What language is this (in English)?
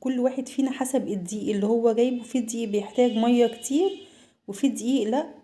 Egyptian Arabic